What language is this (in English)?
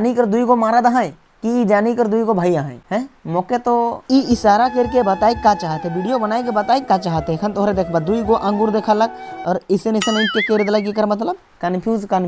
Sadri